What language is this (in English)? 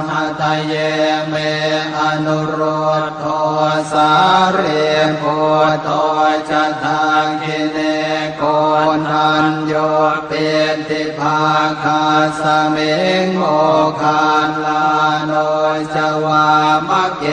Pali